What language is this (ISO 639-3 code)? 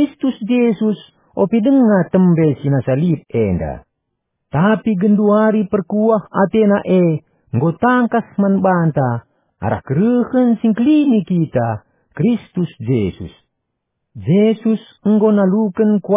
btx